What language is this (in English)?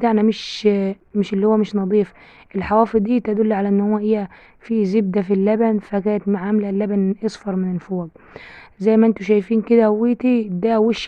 Egyptian Arabic